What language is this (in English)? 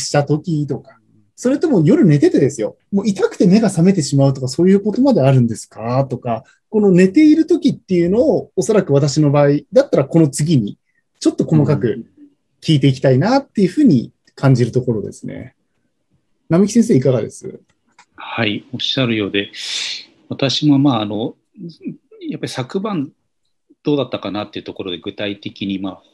Japanese